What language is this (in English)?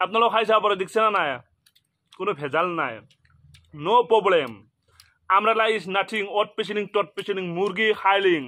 Assamese